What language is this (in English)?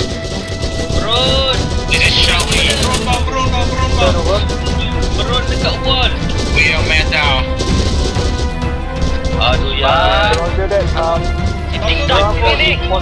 Malay